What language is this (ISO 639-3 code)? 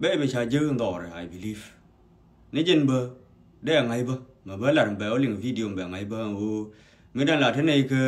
nus